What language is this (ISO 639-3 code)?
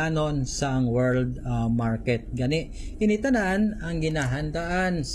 hil